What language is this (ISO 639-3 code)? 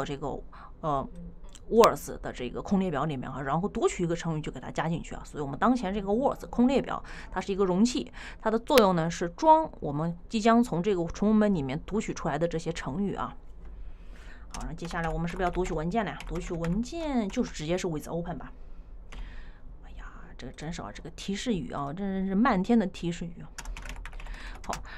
zho